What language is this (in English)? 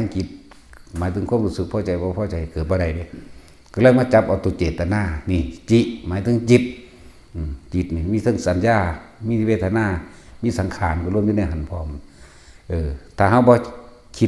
Northeastern Thai